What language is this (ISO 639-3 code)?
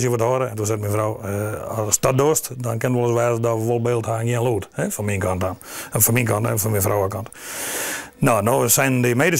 fry